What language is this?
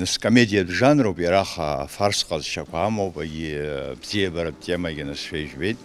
Abkhazian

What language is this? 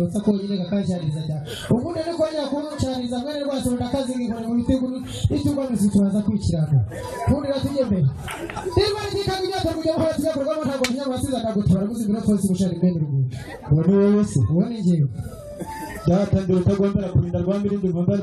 Kinyarwanda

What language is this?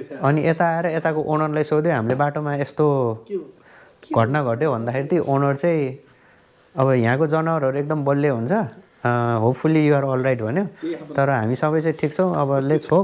Nepali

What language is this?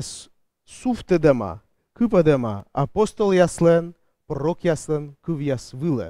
Komi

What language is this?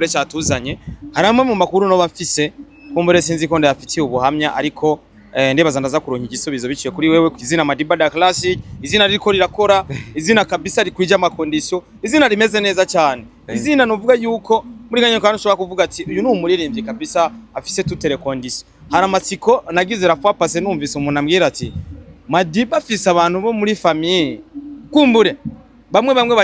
Rundi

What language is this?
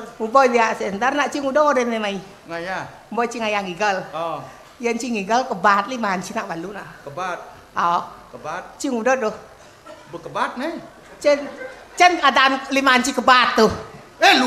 Balinese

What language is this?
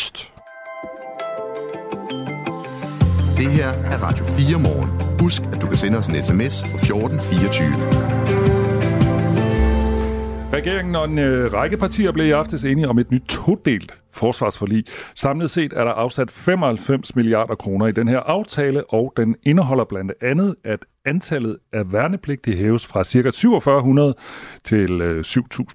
Danish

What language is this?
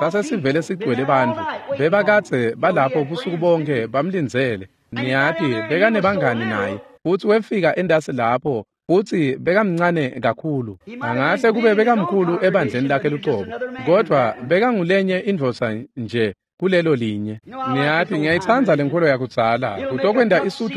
Swati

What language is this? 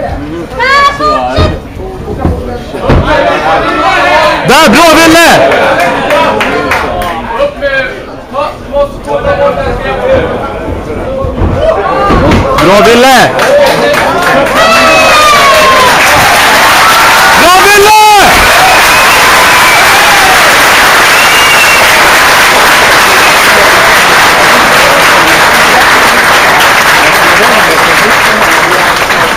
Swedish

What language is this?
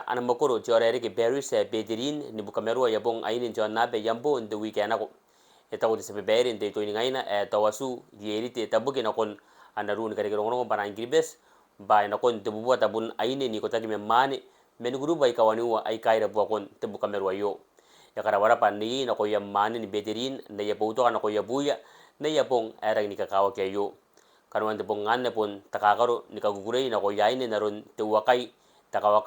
Gilbertese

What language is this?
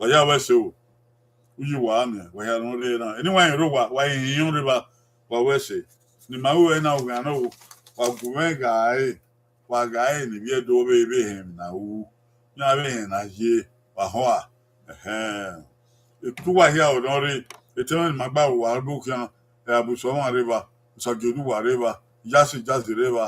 Bini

